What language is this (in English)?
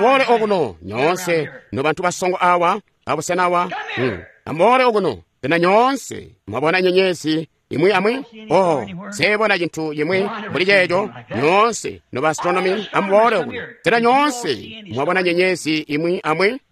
Tonga (Zambia)